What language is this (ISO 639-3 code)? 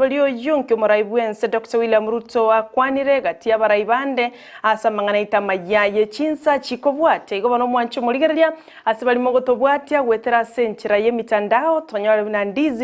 guz